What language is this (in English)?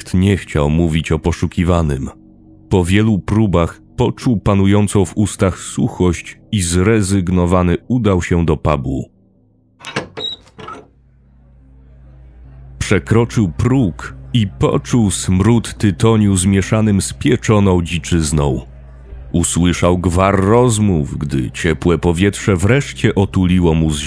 Polish